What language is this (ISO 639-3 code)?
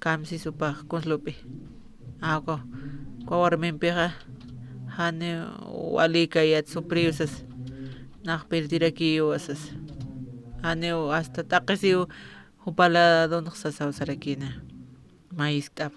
aym